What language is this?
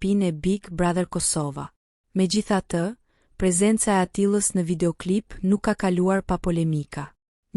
Albanian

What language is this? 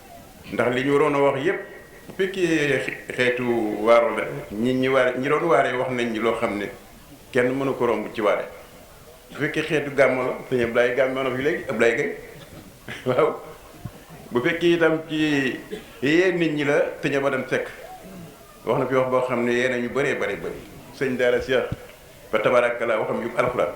Wolof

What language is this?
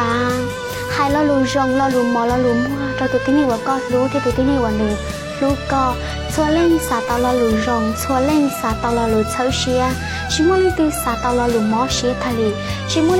Hmong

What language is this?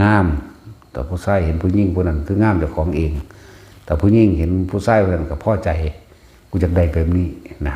Lao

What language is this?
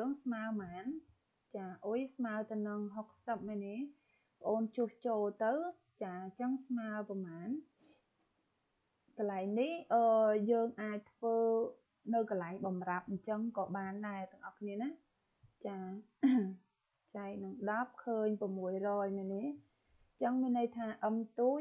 Khmer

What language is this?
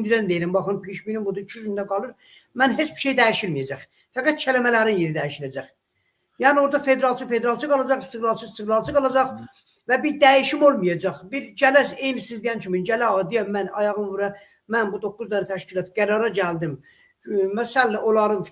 South Azerbaijani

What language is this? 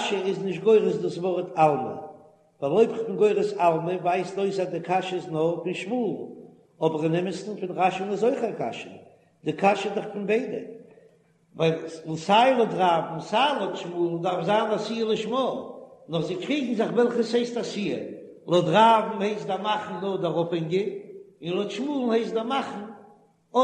Yiddish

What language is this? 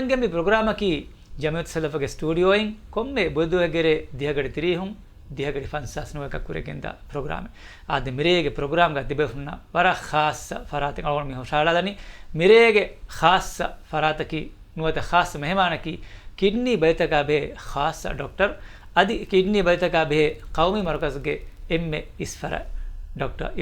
Divehi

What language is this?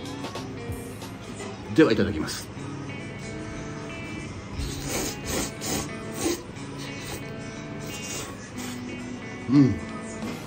Japanese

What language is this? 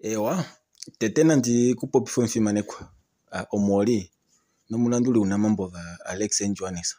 Kuanyama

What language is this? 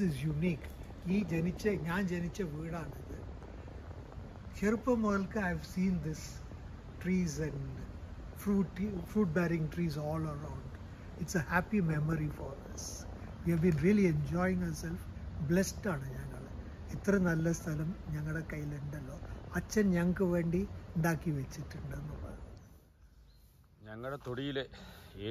Malayalam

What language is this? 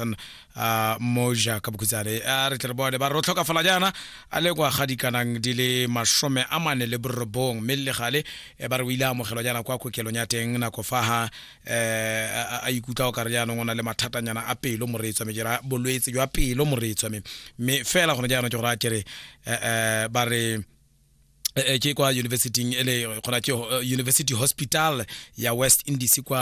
Tswana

